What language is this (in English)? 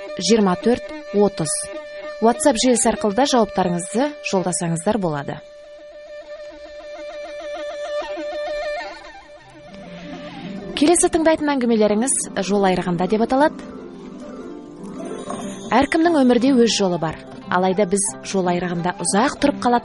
Kazakh